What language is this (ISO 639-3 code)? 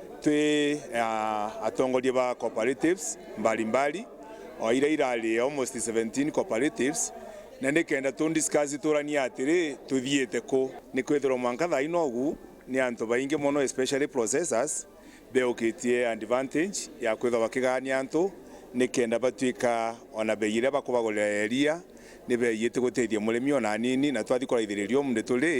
mer